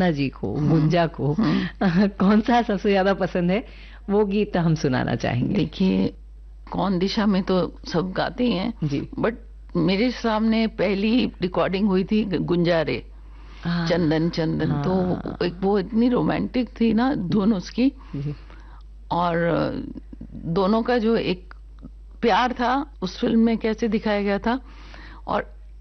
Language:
Hindi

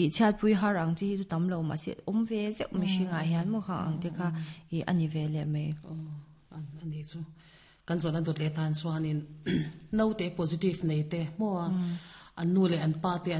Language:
Mizo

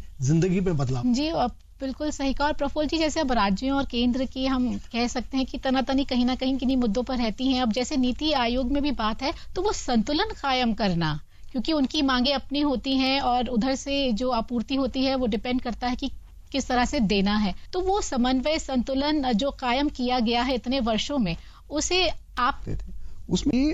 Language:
Hindi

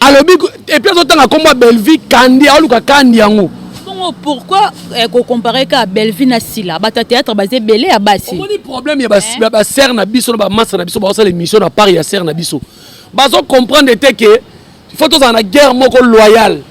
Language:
Lingala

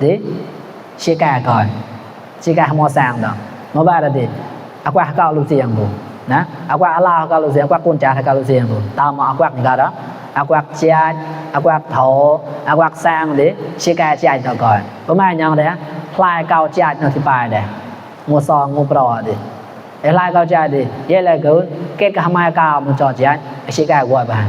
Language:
Mon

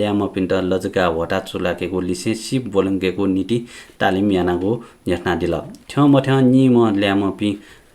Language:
Newari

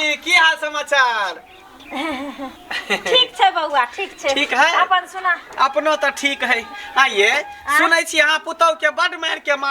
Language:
Maithili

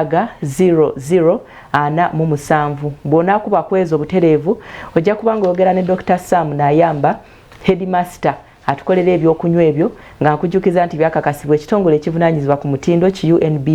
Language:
Ganda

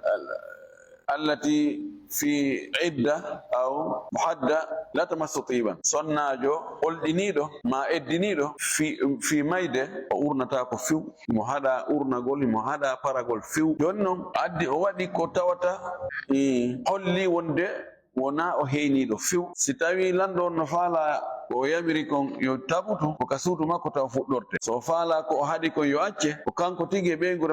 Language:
Fula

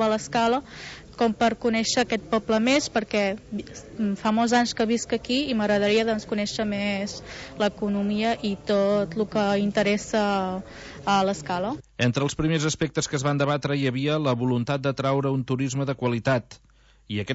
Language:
Catalan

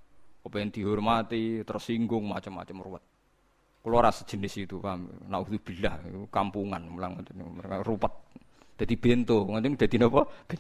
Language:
Javanese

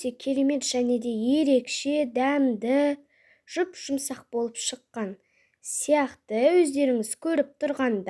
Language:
Kazakh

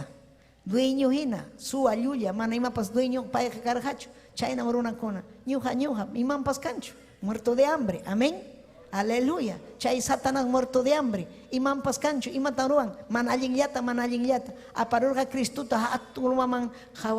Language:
Ayacucho Quechua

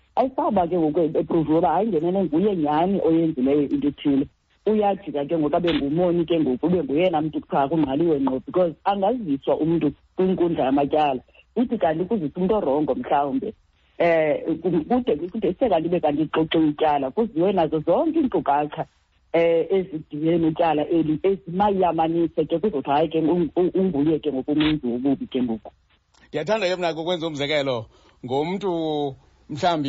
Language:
Xhosa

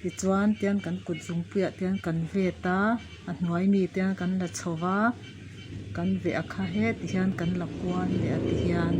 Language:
Mizo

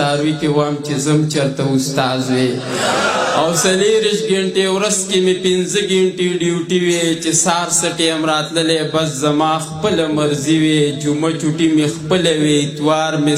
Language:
Pashto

